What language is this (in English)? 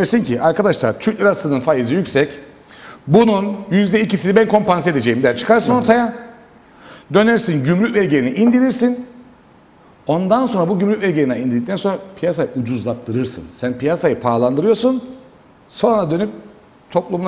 Turkish